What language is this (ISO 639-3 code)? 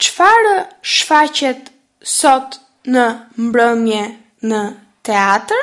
sqi